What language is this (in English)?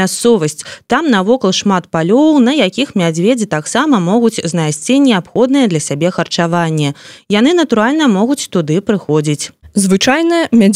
Belarusian